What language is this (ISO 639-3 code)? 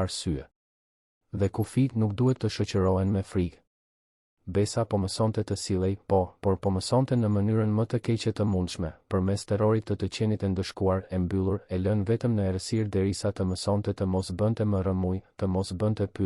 sqi